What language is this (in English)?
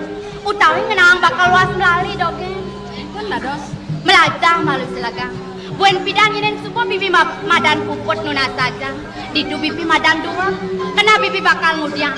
Balinese